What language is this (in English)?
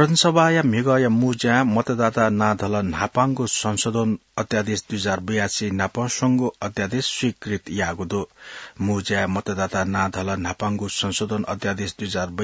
Newari